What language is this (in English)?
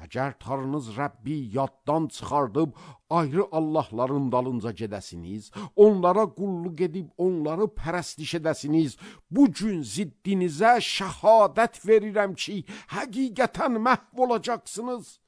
Azerbaijani